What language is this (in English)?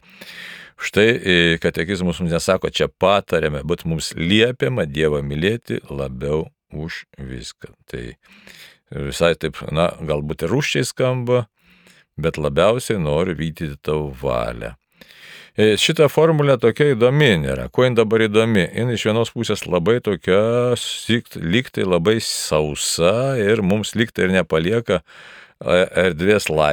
Lithuanian